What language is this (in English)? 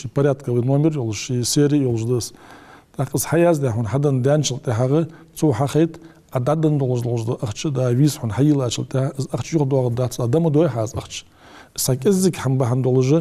Ingush